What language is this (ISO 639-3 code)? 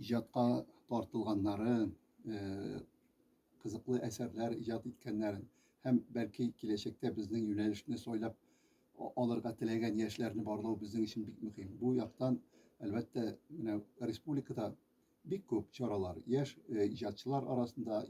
tat